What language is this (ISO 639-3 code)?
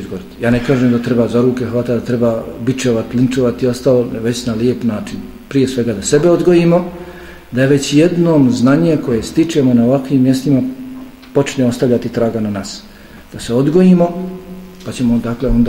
bos